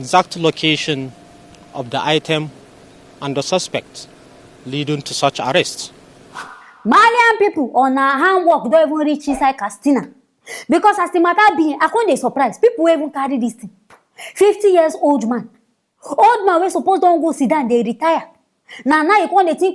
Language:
Nigerian Pidgin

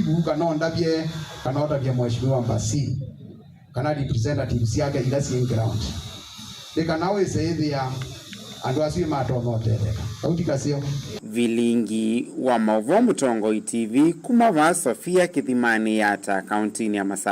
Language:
Kamba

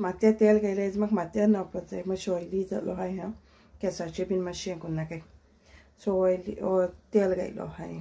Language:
Konkani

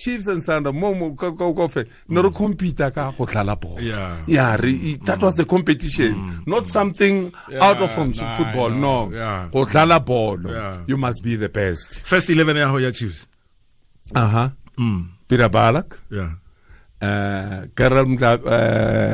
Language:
Tswana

